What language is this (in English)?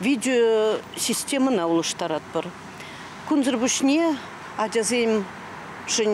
Chuvash